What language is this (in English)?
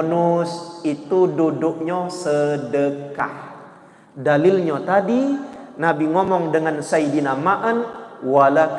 Musi